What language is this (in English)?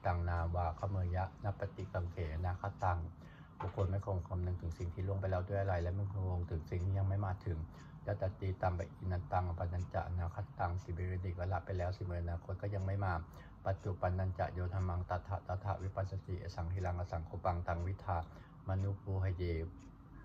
Pali